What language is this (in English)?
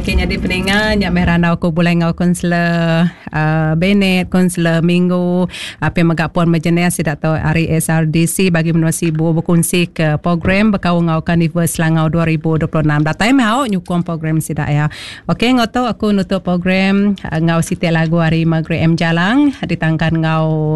Iban